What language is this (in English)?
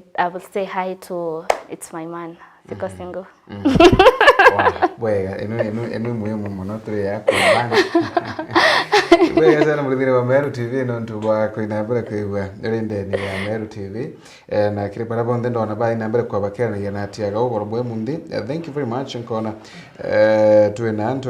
Meru